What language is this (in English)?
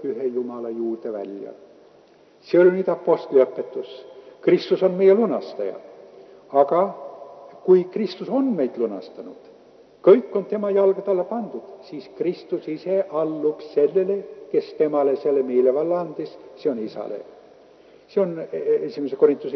Estonian